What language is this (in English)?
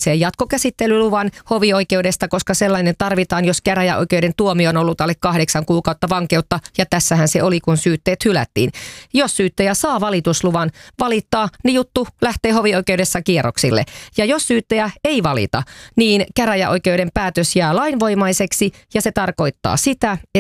Finnish